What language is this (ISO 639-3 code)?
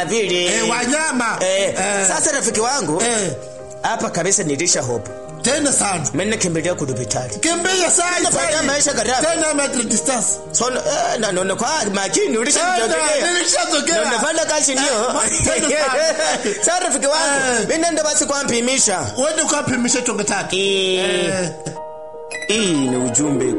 swa